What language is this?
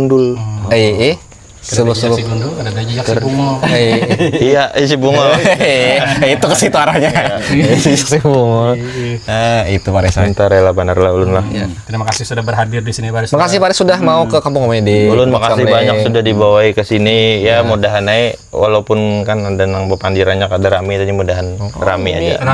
Banjar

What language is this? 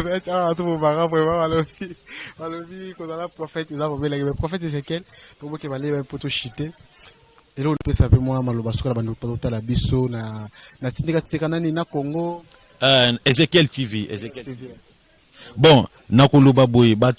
Lingala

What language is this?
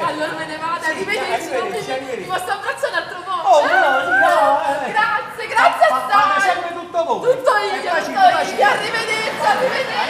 Neapolitan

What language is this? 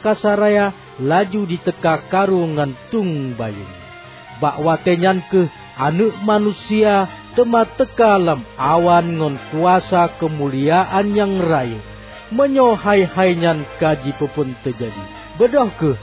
Achinese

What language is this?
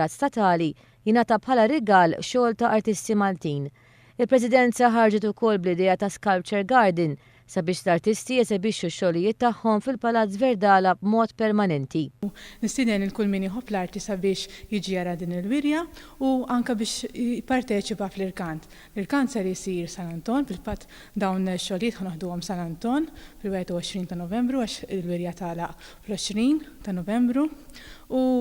Maltese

